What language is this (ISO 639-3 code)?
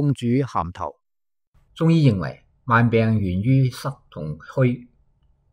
yue